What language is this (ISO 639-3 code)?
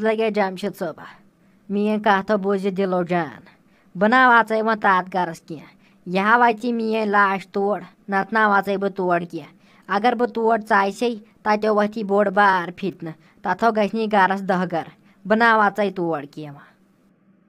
kas